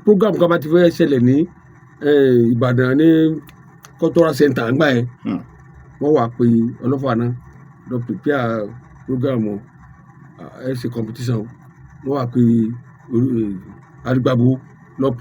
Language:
Yoruba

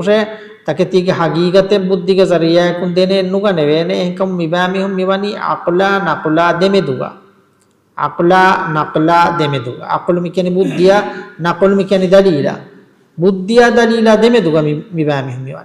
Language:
Divehi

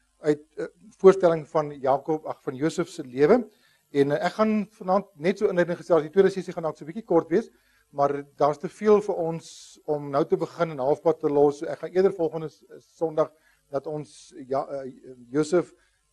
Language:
Afrikaans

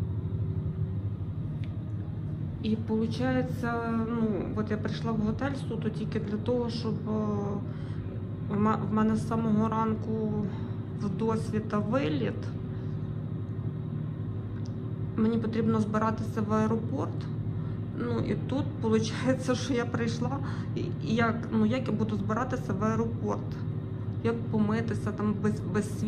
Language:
Ukrainian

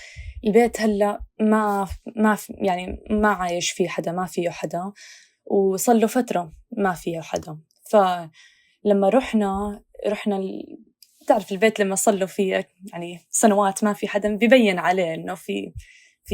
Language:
North Levantine Arabic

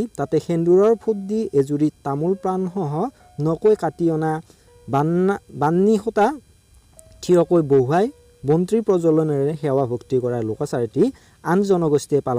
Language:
Assamese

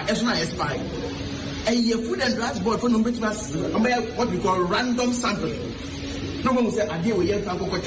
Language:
Akan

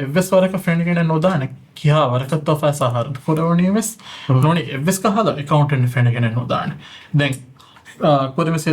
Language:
Divehi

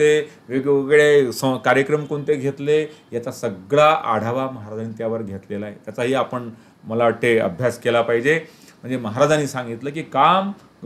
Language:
Marathi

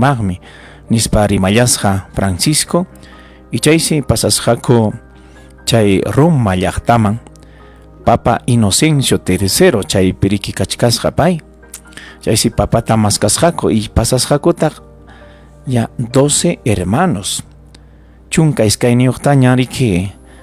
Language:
Ayacucho Quechua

